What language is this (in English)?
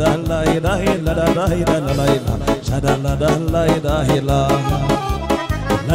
Romanian